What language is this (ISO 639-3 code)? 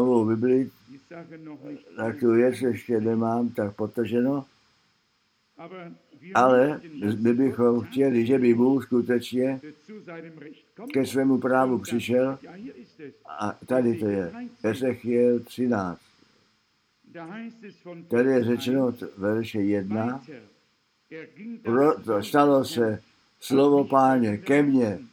ces